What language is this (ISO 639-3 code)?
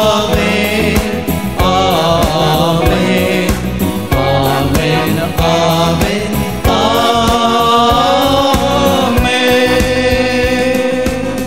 kok